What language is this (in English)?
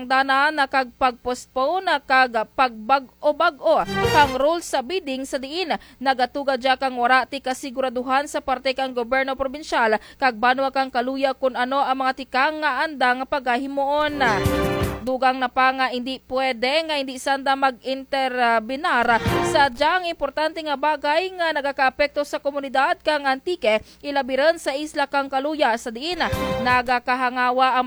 Kinaray-a